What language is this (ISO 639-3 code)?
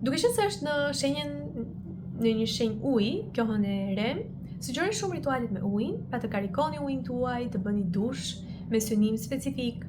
sqi